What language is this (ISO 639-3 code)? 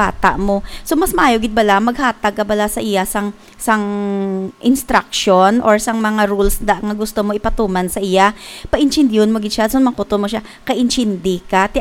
hil